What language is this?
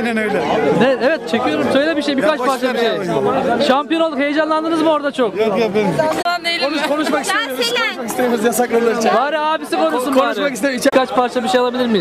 Turkish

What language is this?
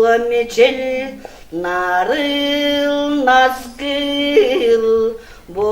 Yakut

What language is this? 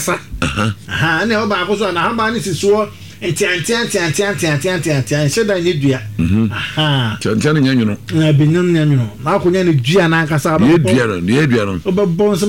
Akan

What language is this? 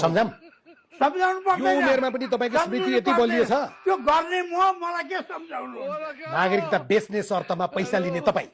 Nepali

